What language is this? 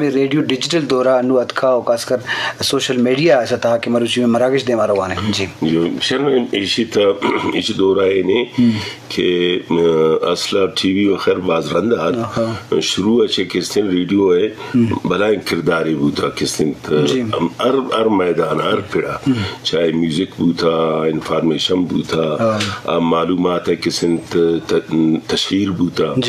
Eastern Balochi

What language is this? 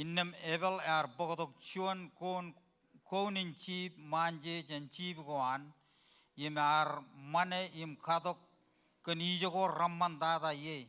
Marshallese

